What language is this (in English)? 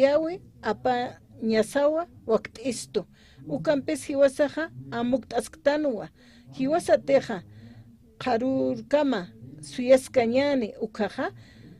Aymara